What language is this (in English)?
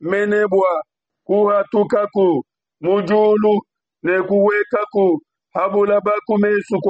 Luba-Lulua